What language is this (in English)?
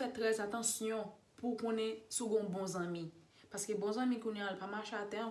Haitian Creole